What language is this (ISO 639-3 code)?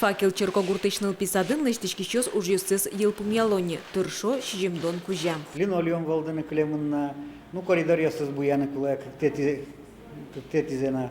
udm